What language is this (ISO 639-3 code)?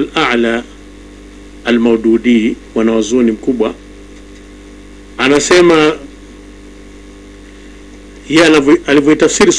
swa